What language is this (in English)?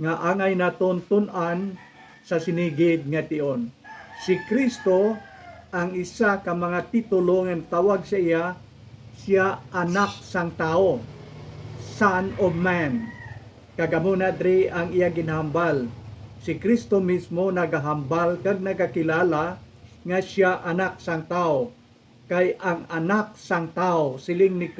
Hiligaynon